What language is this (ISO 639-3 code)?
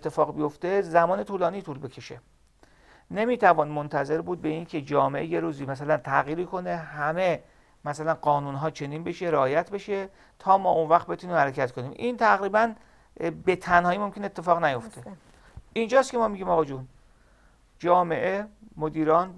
fas